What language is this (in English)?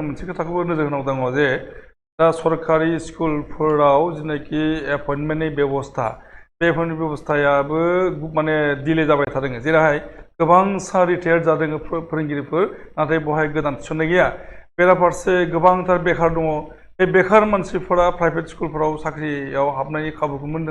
Bodo